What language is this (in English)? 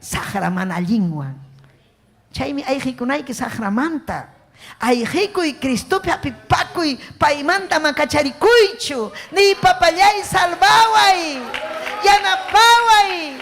Ayacucho Quechua